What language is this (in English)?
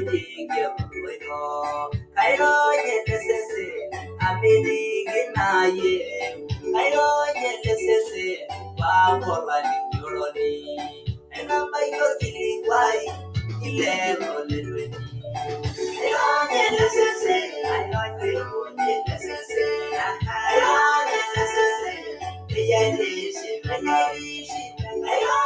Masai